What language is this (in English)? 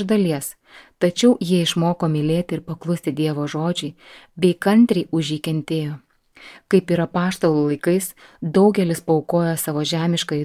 Lithuanian